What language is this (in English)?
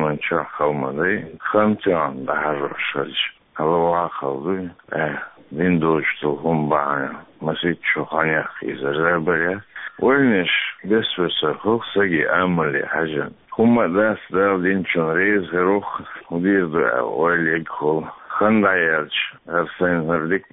Chechen